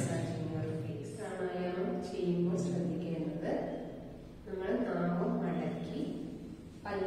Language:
Malayalam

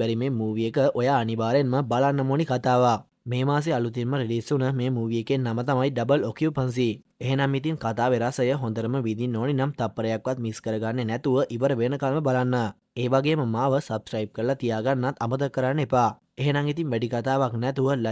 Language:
Sinhala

